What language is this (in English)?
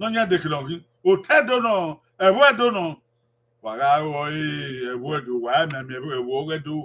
Bini